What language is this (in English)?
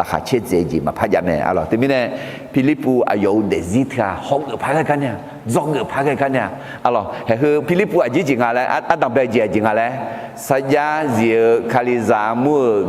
Akha